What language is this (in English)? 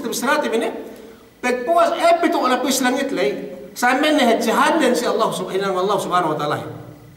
Yakan